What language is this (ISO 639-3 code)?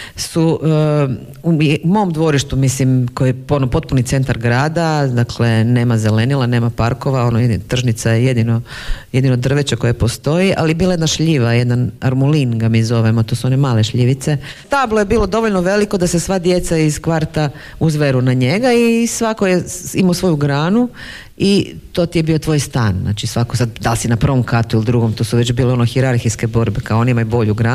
hrv